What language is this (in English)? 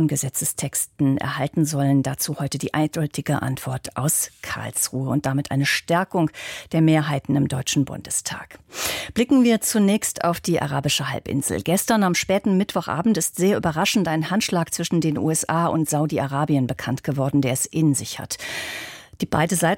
German